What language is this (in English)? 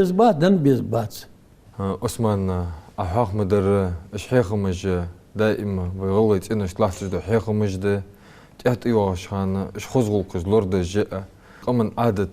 Ingush